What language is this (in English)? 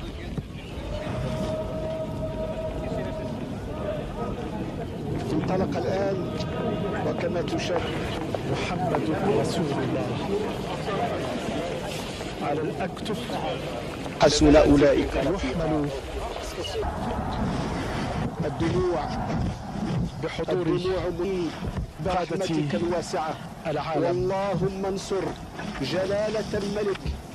Arabic